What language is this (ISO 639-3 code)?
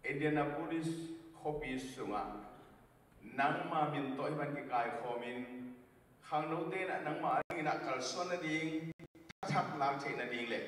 ctd